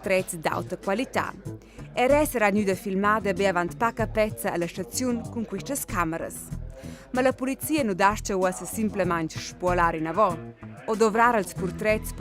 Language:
Romansh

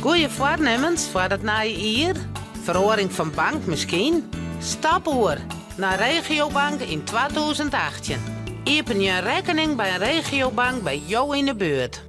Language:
Western Frisian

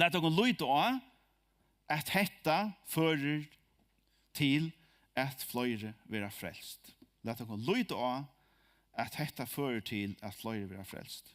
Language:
Faroese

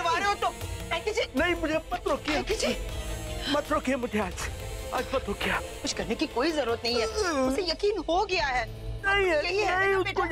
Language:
Hindi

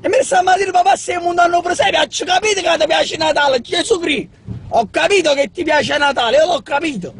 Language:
Neapolitan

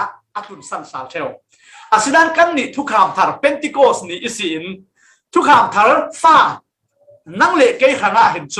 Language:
Falam Chin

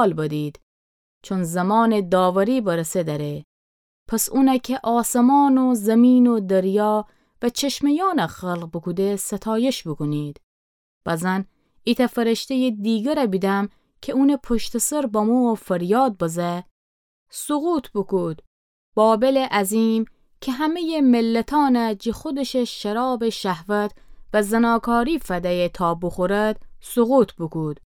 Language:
Gilaki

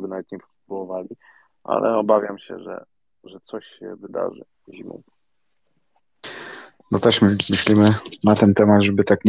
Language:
Polish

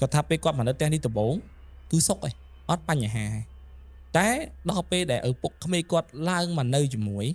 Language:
Khmer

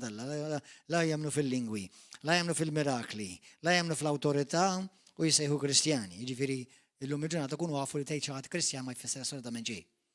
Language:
Maltese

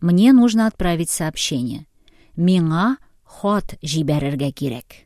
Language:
Tatar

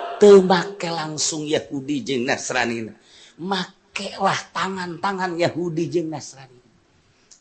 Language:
Sundanese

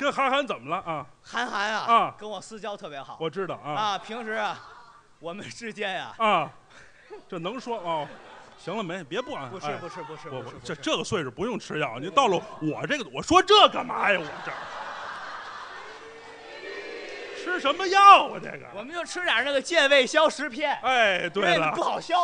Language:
Chinese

